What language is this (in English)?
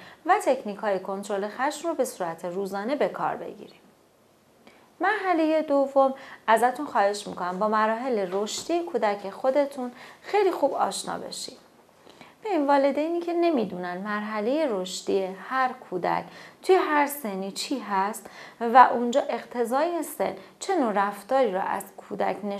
Persian